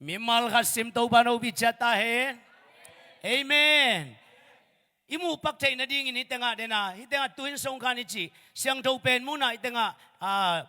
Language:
Tedim Chin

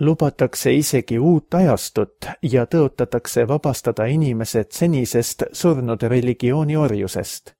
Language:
Estonian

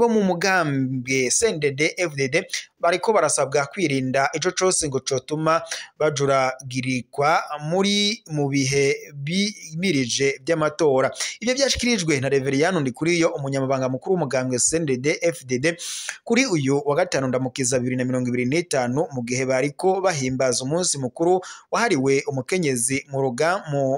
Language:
Rundi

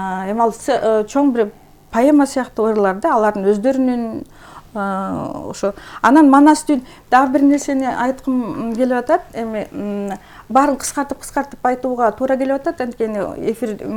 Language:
Kyrgyz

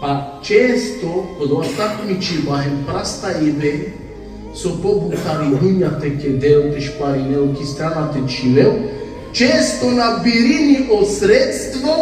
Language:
Balkan Romani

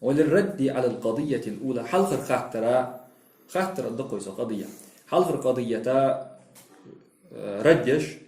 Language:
Ingush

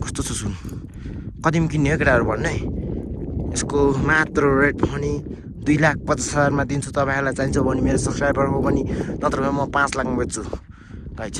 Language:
Nepali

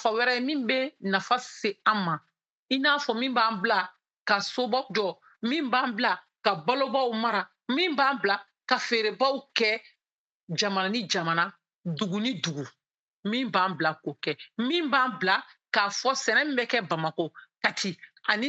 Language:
Bambara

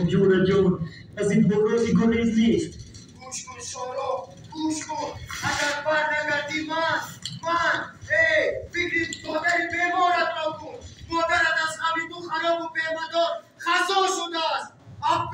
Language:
Tajik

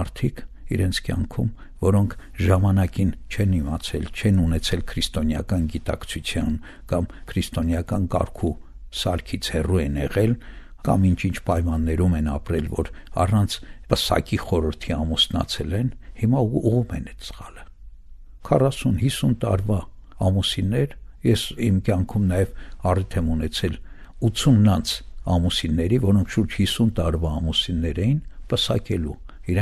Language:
Armenian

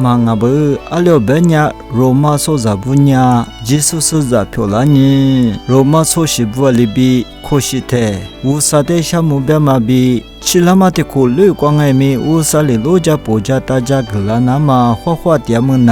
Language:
Lisu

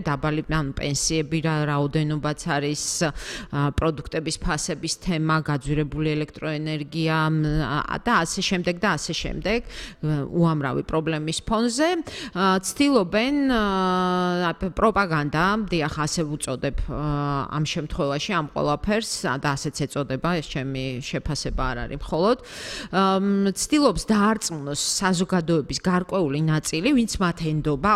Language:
Georgian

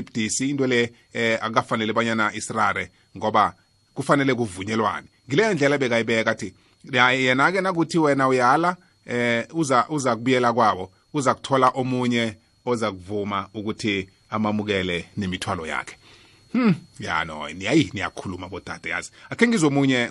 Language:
South Ndebele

